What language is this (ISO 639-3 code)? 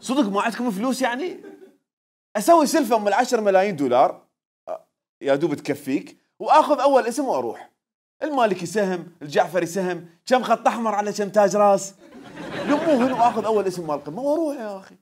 acm